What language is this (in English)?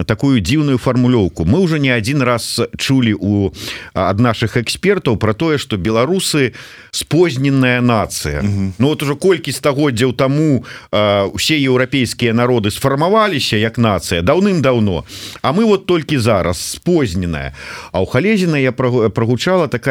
Belarusian